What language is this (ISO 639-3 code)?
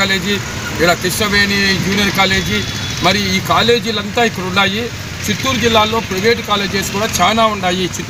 tel